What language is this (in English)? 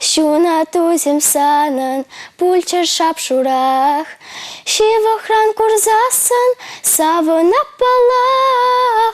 Chuvash